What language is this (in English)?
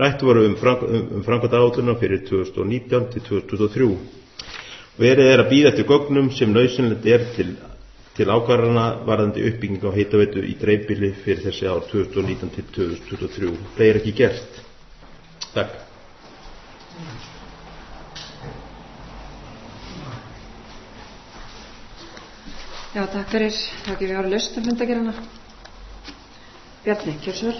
Icelandic